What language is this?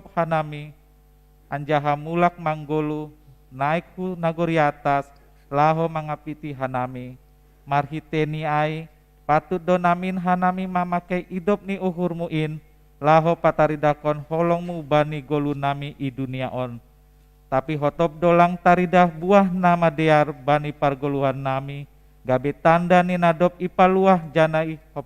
Batak Simalungun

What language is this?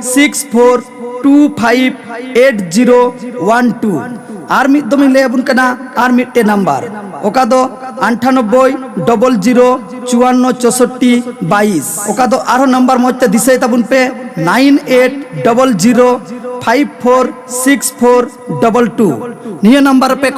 Santali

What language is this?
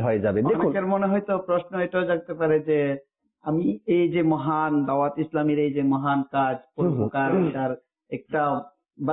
Bangla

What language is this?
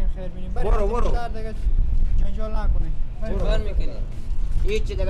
Persian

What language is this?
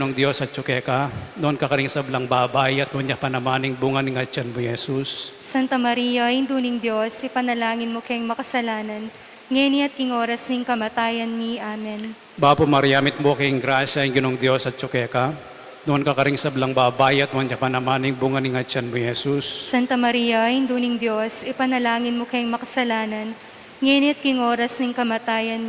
Pampanga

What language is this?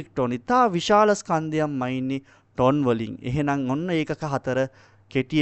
Sinhala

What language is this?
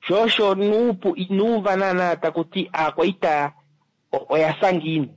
Kuanyama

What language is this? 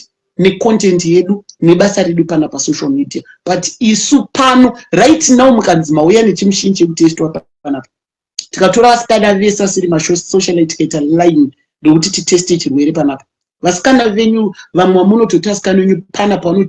Shona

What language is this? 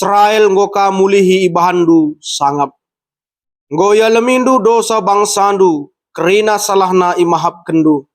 Batak Karo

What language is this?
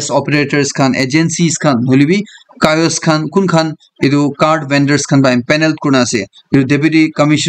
Naga Pidgin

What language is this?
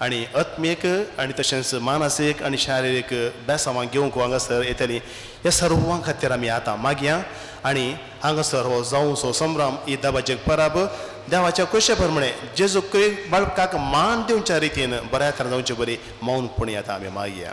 Konkani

